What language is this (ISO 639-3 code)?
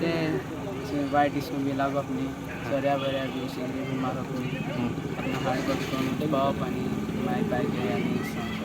kok